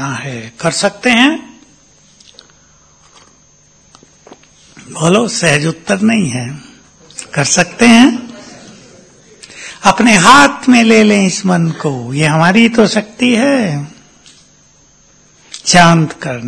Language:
Hindi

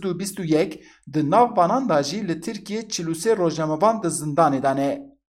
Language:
Kurdish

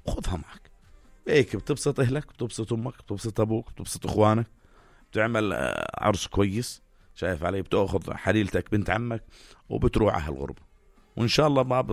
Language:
North Levantine Arabic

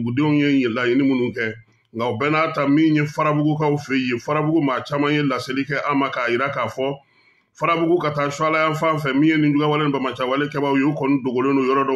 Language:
Bambara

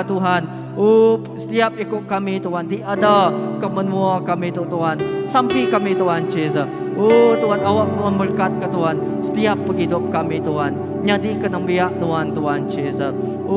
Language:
Iban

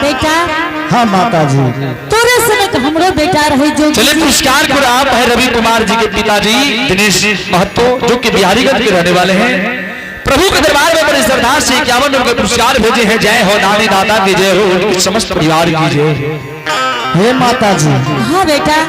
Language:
Angika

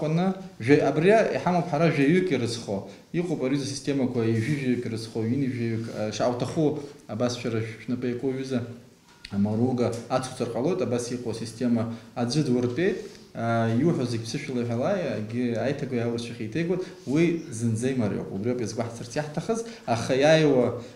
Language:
Abkhazian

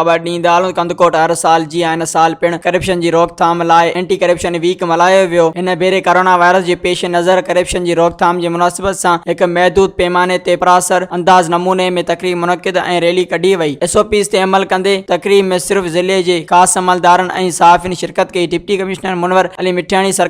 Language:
Sindhi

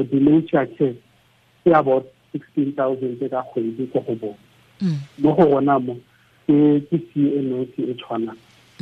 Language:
Tswana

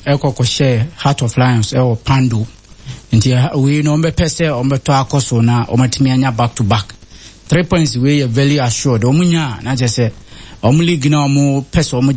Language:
Akan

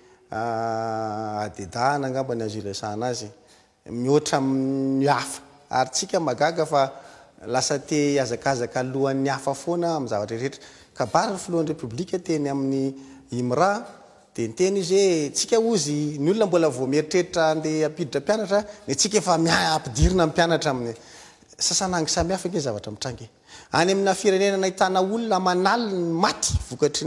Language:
Malagasy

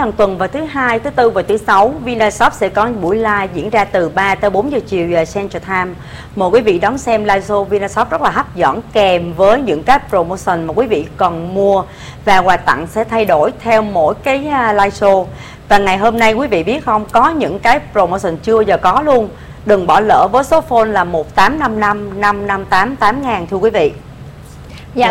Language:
Vietnamese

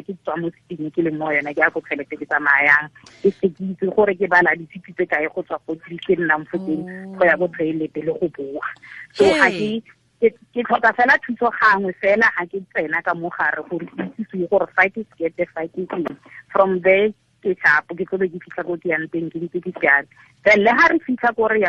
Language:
Tswana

